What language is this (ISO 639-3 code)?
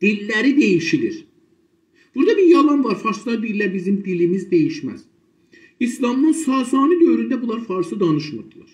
azb